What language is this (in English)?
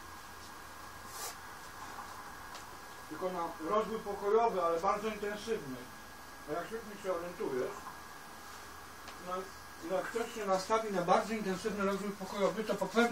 Polish